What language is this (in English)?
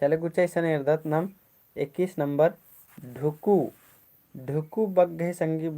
Kurukh